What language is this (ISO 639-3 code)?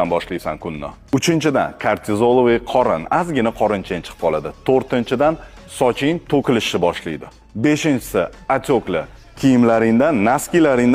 uzb